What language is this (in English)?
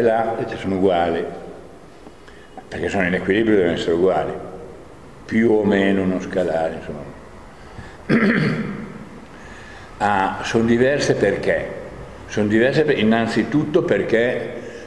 Italian